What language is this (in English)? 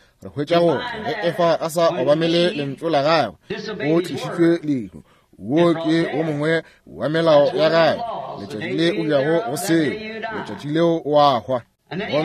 Northern Sotho